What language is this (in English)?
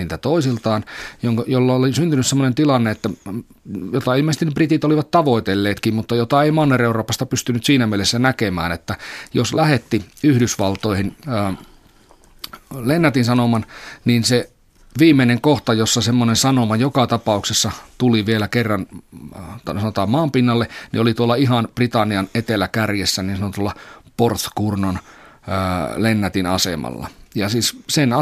Finnish